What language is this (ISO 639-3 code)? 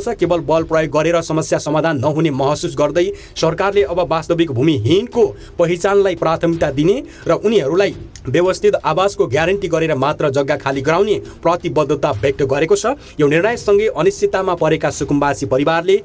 nep